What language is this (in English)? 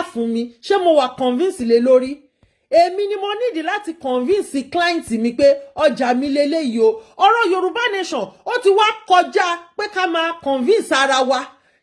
Yoruba